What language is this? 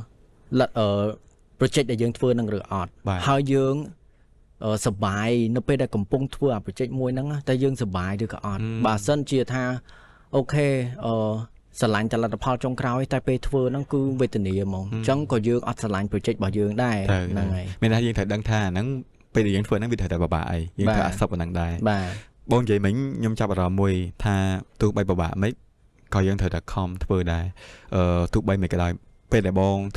Khmer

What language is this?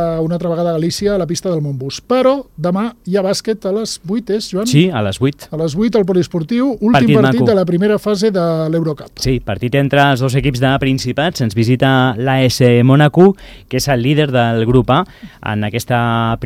Catalan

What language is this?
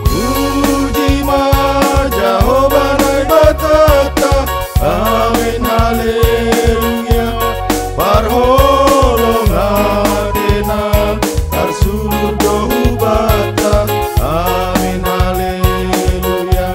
Batak Simalungun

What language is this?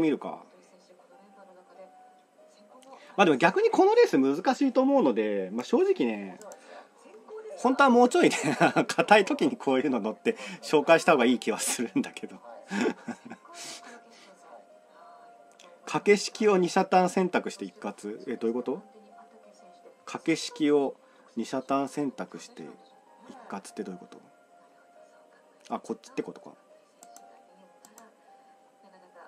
Japanese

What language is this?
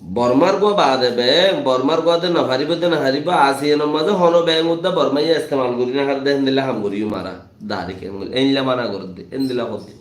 Rohingya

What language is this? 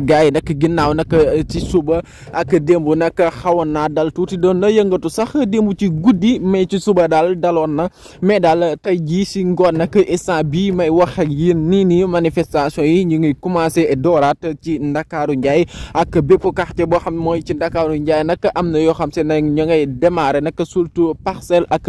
Wolof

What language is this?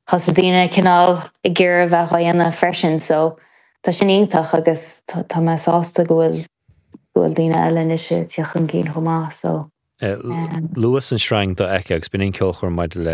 Irish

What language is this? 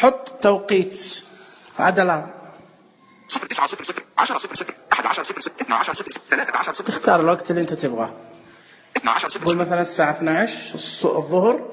Najdi Arabic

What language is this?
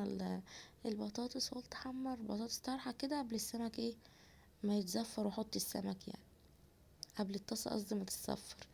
Egyptian Arabic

